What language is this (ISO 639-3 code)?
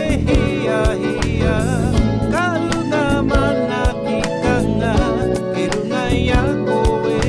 mri